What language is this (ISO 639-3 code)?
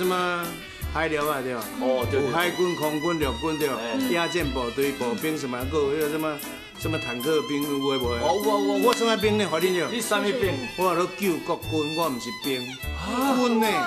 nan